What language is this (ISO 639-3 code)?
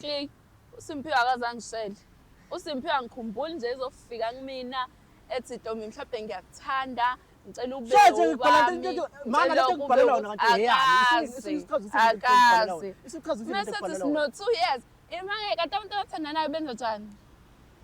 zul